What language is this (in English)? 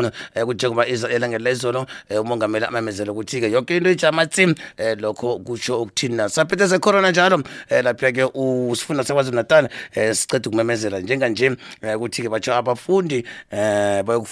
South Ndebele